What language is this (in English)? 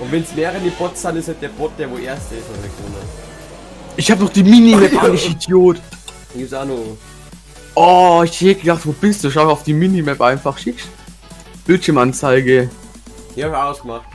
Bavarian